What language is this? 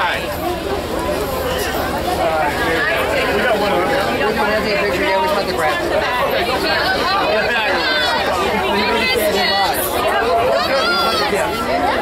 English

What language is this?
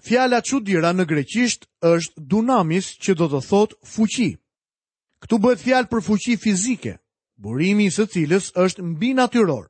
Albanian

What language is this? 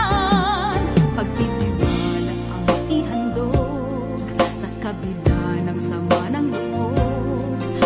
Filipino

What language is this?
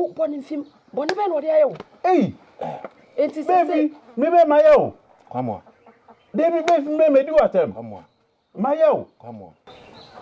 Akan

